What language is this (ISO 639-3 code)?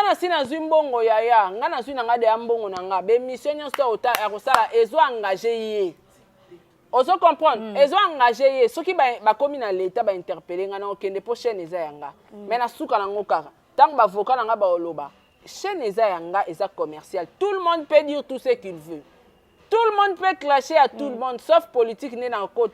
lin